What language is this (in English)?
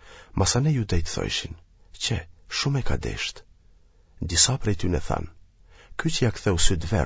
Albanian